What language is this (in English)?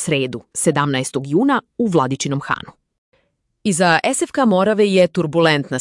Serbian